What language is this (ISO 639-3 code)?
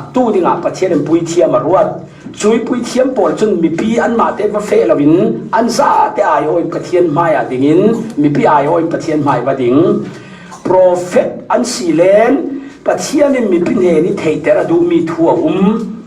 cfm